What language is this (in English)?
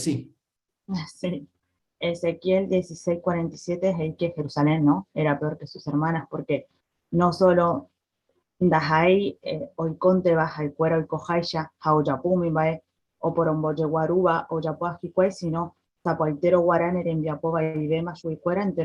Guarani